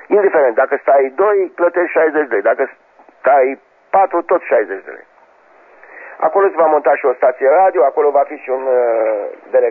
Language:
Romanian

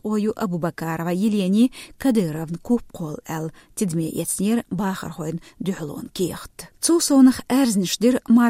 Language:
Chechen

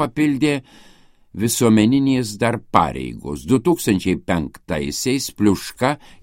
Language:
Lithuanian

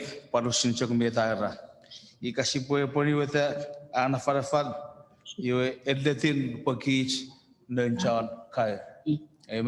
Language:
Chuukese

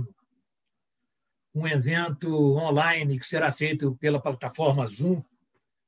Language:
Portuguese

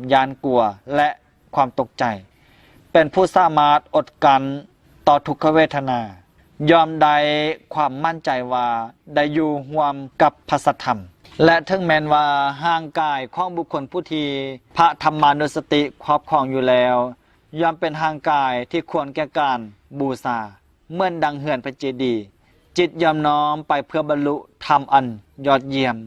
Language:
Lao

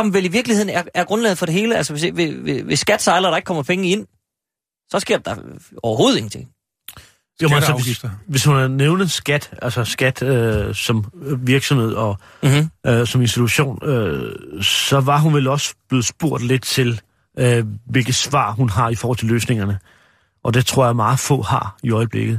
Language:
Danish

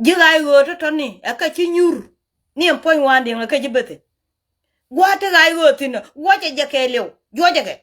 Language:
Nuer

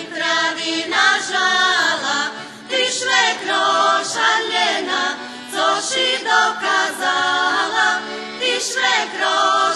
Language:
Rusyn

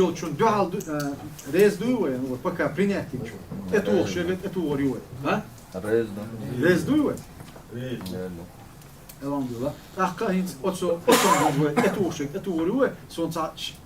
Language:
Chechen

